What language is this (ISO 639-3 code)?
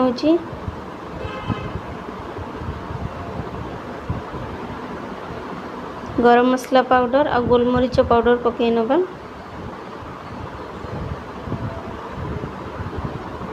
ori